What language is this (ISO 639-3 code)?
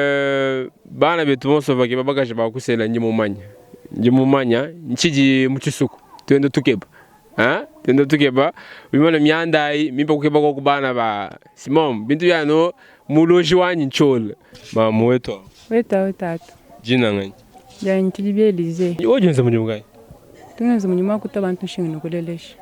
lua